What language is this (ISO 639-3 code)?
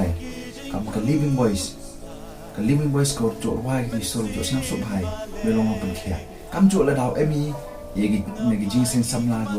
kha